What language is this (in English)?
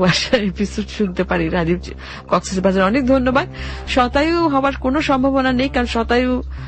Bangla